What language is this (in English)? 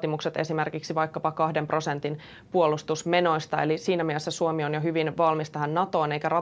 Finnish